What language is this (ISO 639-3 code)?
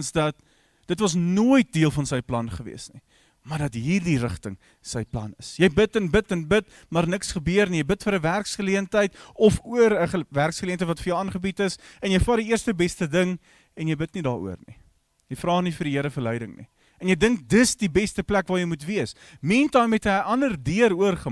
afr